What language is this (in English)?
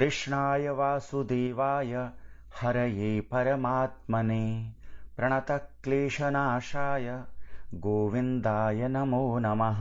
Sanskrit